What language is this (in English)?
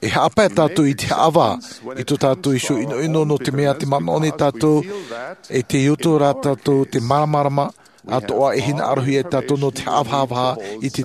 Tahitian